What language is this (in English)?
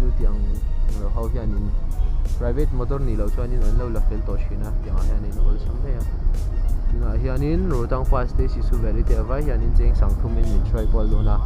Mizo